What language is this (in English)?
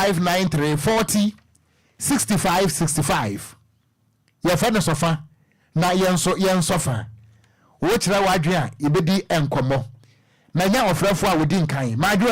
Akan